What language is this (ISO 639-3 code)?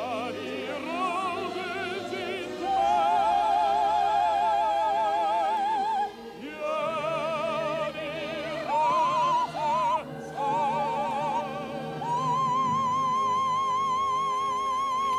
nld